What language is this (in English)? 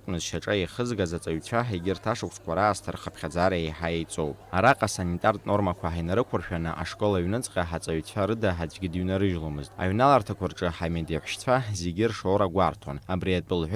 Abkhazian